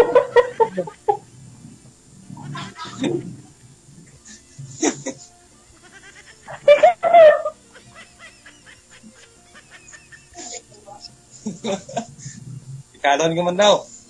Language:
Filipino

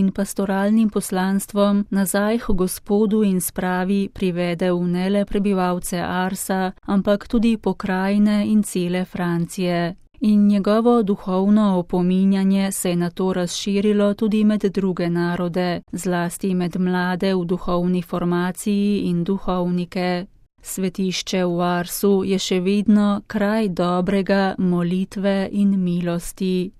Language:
Slovenian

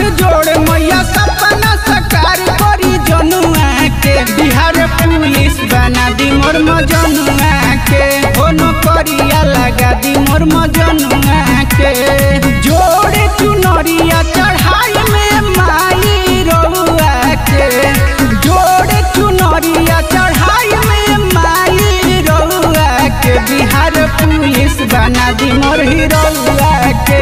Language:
Bhojpuri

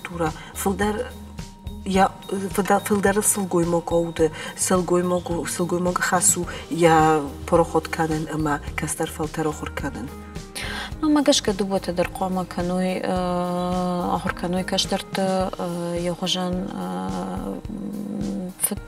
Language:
Ossetic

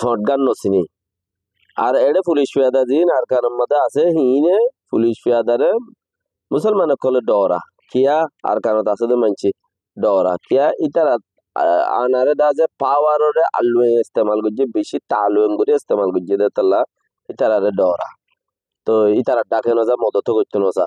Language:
Rohingya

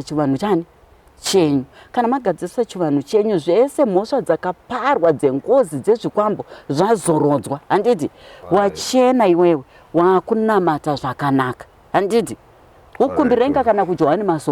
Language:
Shona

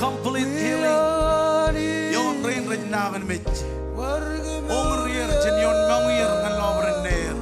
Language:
Marshallese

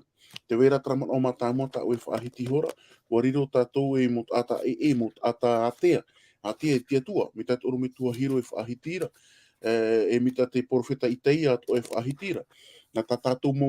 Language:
Tahitian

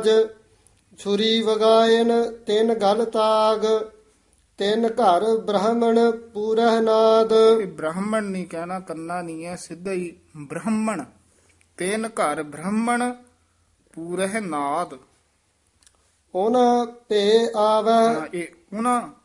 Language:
Punjabi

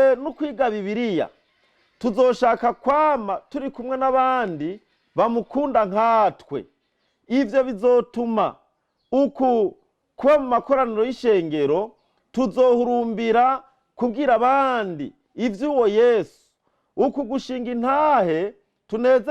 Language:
Rundi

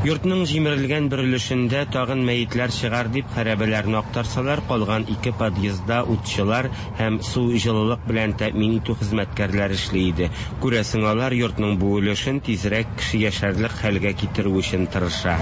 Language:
Tatar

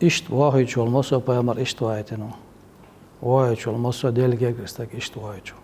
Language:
Chechen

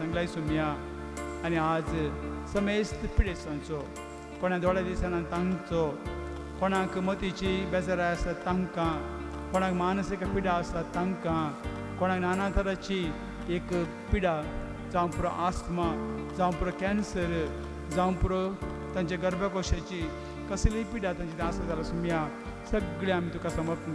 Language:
Konkani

